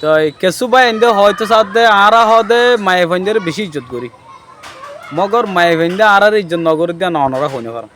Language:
Rohingya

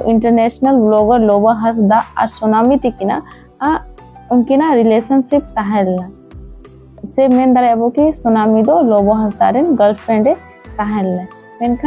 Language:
Santali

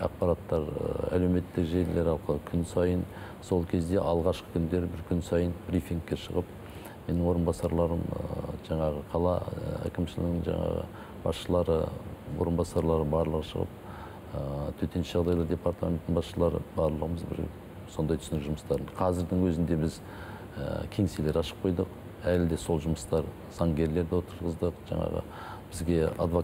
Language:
Kazakh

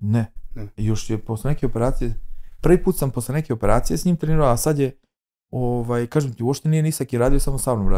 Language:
Serbian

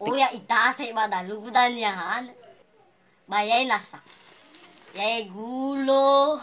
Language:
Nias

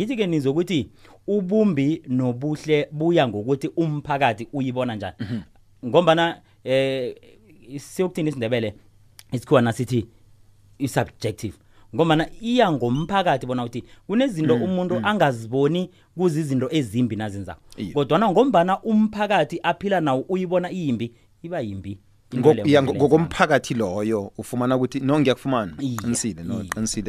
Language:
South Ndebele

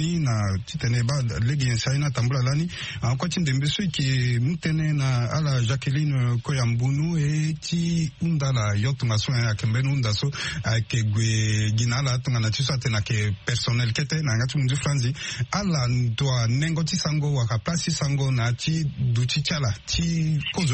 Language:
Sango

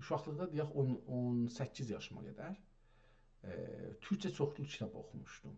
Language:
South Azerbaijani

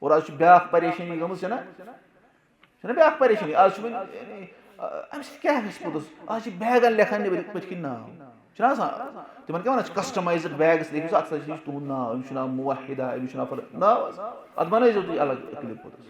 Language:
Kashmiri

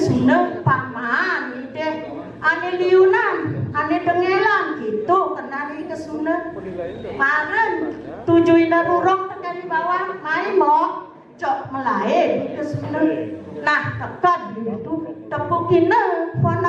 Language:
Balinese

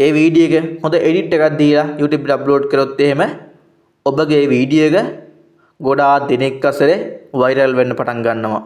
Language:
Sinhala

